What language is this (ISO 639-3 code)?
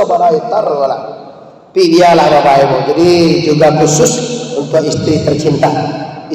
min